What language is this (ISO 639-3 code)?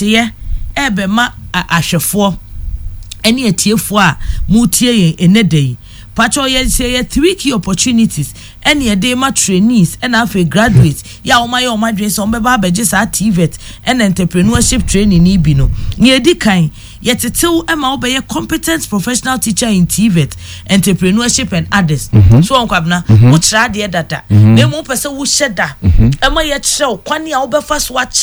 aka